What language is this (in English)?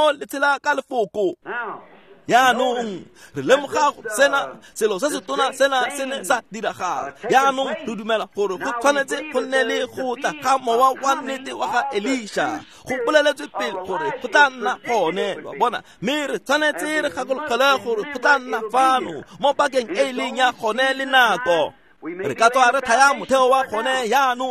Tswana